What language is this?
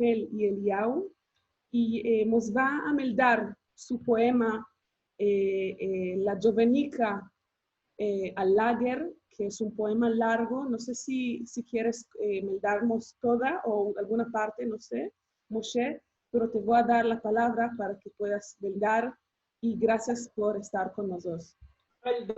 Ladino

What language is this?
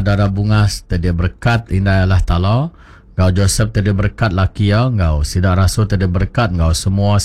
Iban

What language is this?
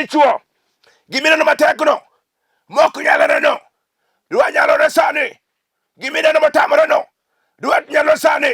Luo (Kenya and Tanzania)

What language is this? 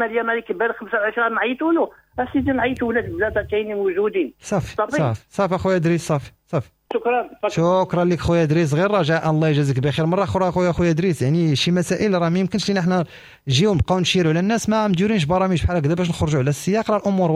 Moroccan Arabic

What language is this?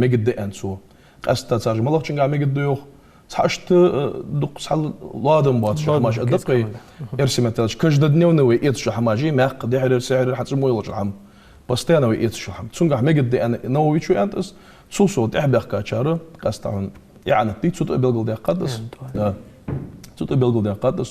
Ingush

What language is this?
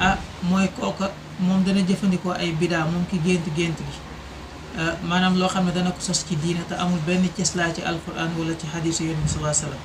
Wolof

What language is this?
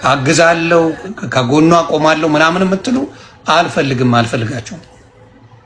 Amharic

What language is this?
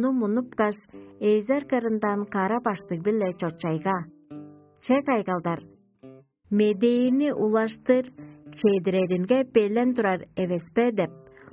Tuvinian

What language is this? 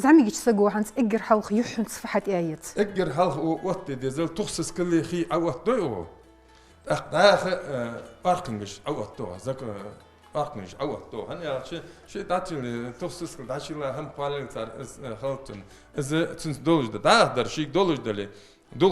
Ingush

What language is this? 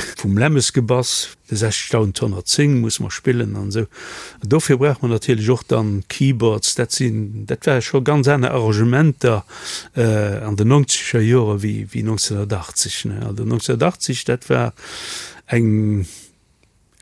Luxembourgish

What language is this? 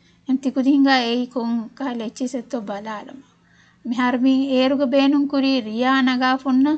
Divehi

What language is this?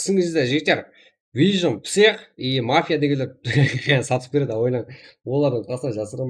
Kara-Kalpak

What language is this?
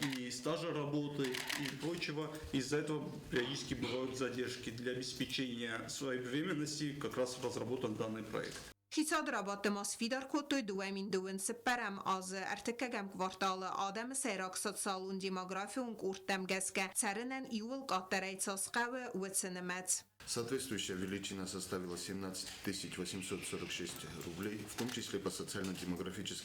Ossetic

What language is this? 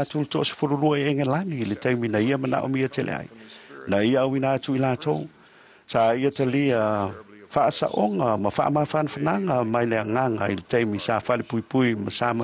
Samoan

